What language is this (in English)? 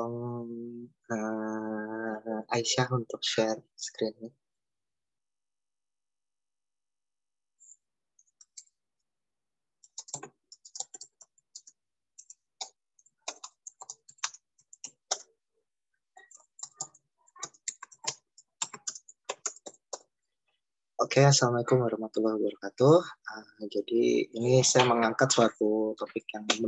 Indonesian